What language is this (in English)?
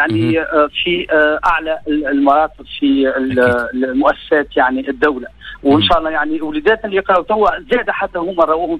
Tunisian Arabic